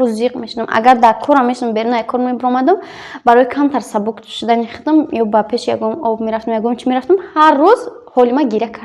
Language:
Tajik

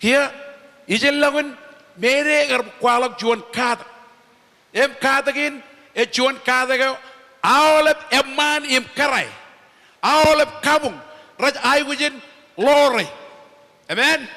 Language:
Marshallese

